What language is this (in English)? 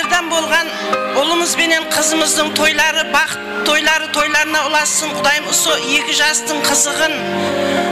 Kara-Kalpak